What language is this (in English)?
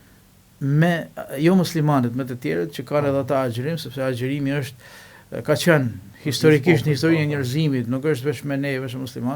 Albanian